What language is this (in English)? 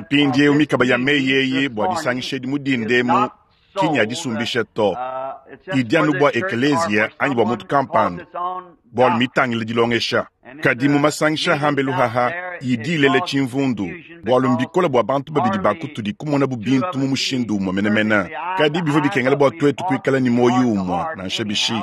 Luba-Lulua